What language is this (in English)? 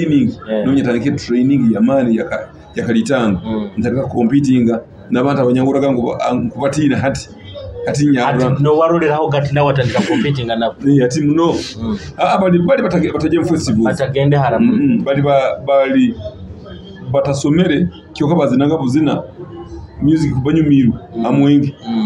Nyoro